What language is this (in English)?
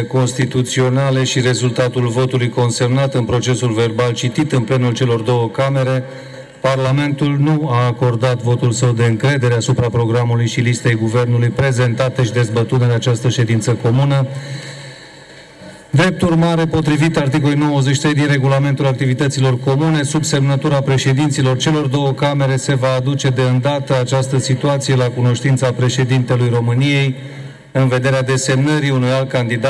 Romanian